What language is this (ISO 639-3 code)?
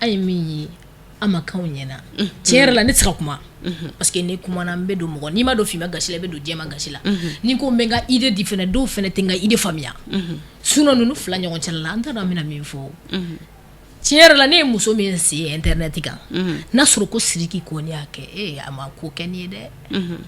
bam